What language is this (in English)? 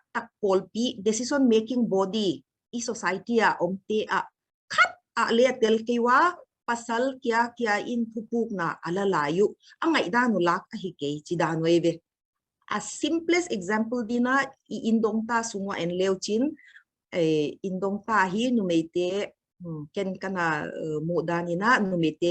Paite Chin